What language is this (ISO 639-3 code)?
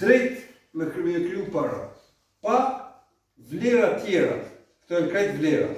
sqi